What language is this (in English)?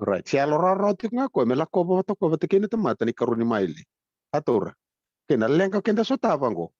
Fijian